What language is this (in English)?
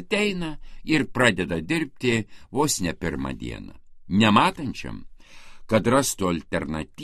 Lithuanian